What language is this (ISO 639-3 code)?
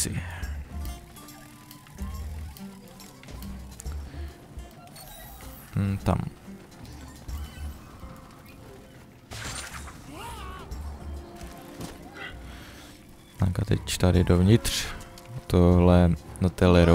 ces